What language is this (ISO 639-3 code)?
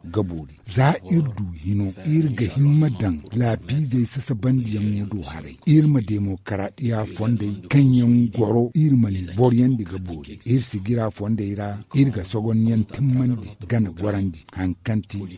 dje